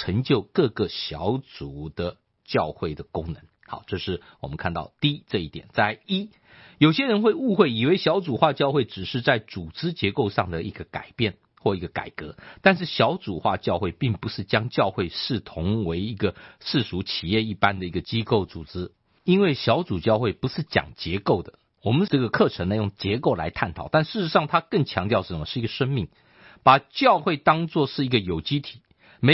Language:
Chinese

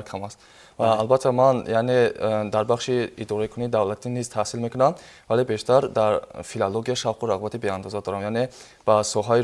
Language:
Tajik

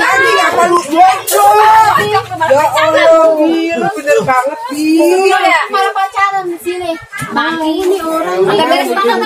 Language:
Betawi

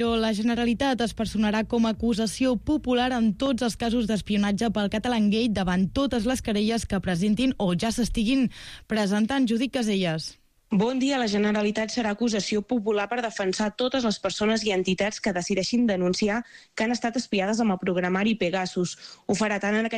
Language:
Catalan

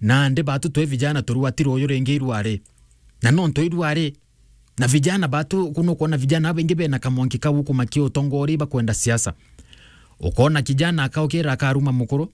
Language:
Meru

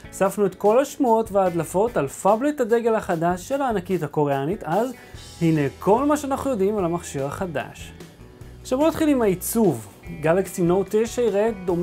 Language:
Hebrew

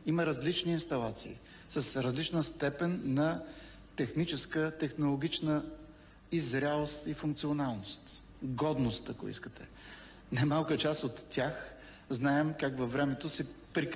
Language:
Bulgarian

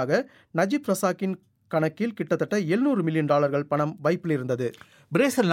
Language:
Tamil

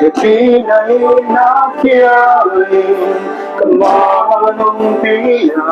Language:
Paite Chin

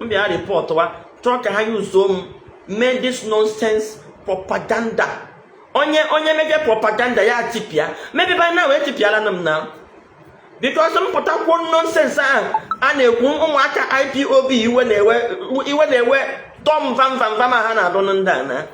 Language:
Igbo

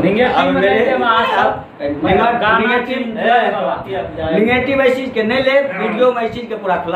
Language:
Maithili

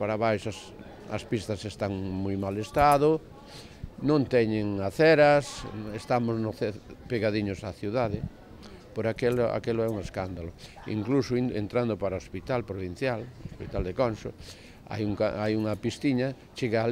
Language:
Galician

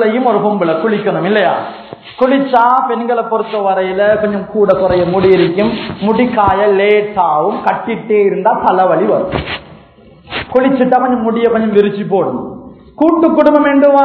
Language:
Tamil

